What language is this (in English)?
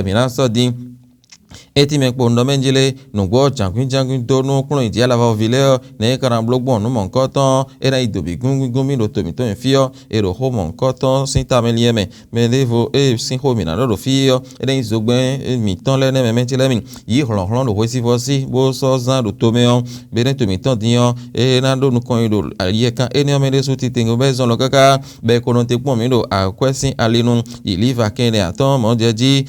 Fon